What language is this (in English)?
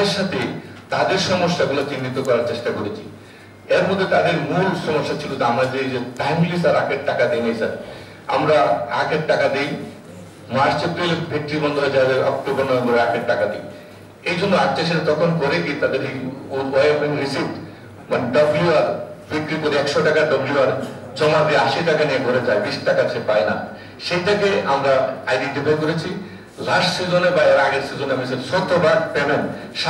Bangla